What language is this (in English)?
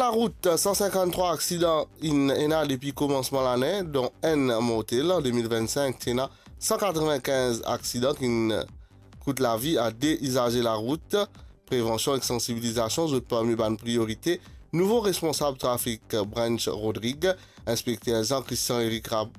Morisyen